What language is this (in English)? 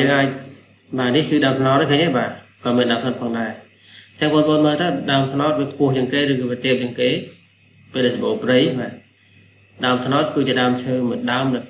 Khmer